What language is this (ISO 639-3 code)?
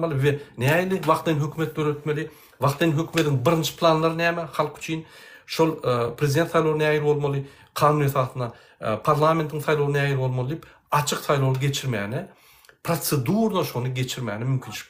tuk